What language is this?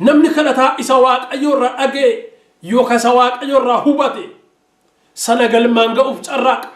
Oromo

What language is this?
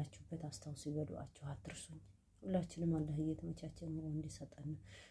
Amharic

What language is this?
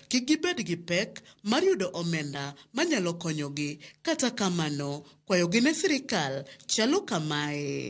Luo (Kenya and Tanzania)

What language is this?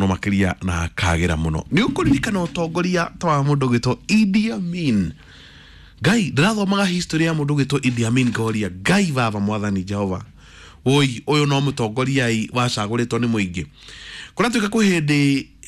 Kikuyu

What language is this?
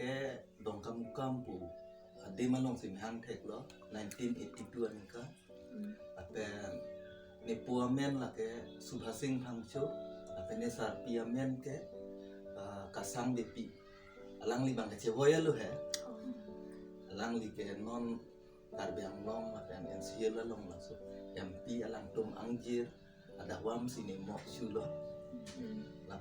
Karbi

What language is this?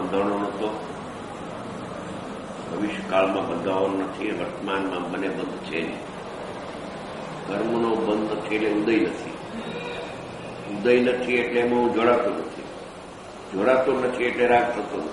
Gujarati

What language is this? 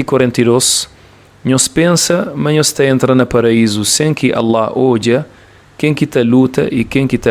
Kabuverdianu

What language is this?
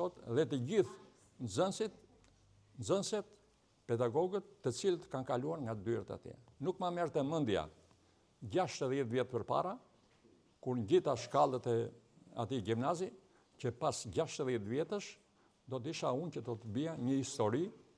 Albanian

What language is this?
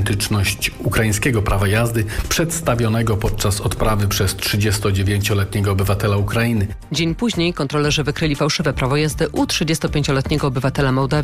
Polish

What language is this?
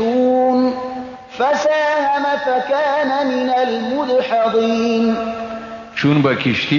Persian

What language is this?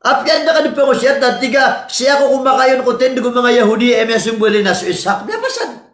Maranao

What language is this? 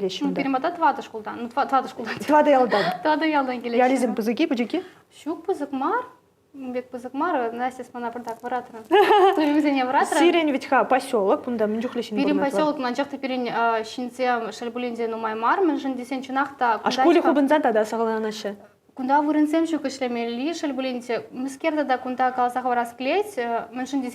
Chuvash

